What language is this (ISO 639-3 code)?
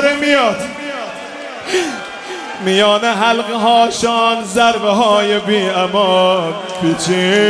fas